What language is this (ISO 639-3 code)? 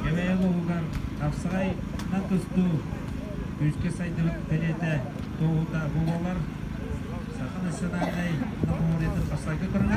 sah